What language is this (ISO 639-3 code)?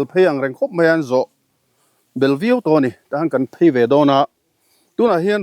lus